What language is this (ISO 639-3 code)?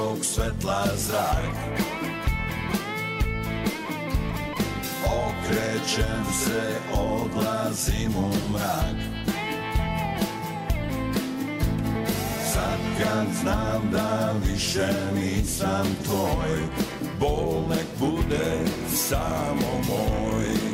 srp